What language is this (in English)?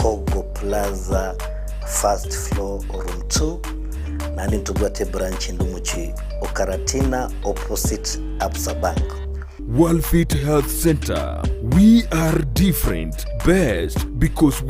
Gusii